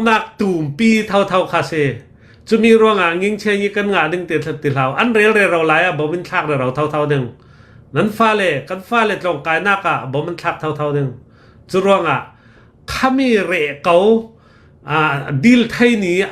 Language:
Hakha Chin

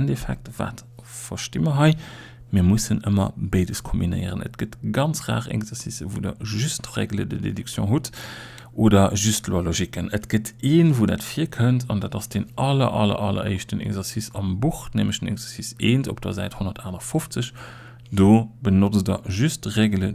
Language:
Luxembourgish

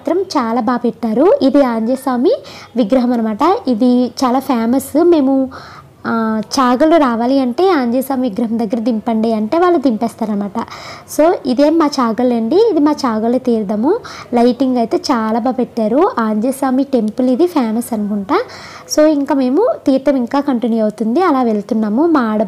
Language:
Telugu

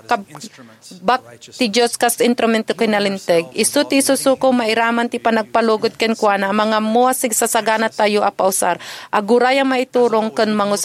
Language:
Iloko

